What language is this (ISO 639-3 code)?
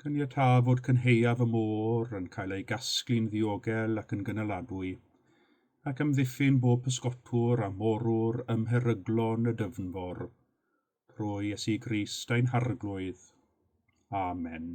cym